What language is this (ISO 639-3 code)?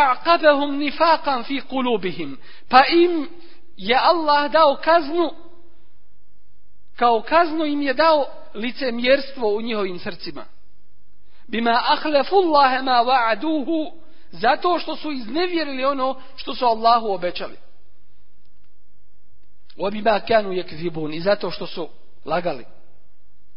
bos